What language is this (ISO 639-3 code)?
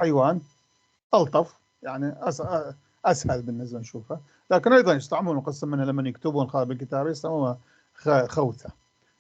apc